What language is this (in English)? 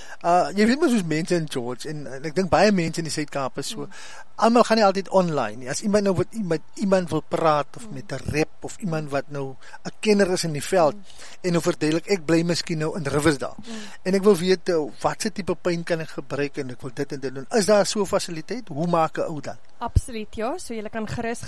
Afrikaans